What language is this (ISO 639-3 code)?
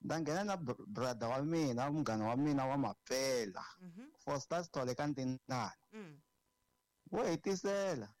tso